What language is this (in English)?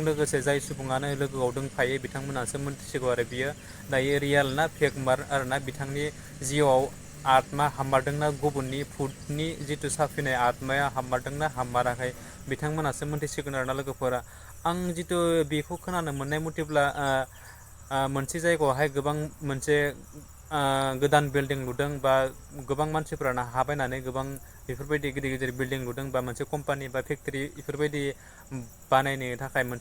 Bodo